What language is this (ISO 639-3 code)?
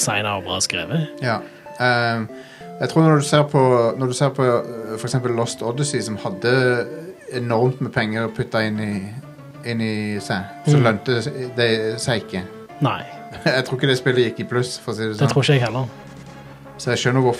nor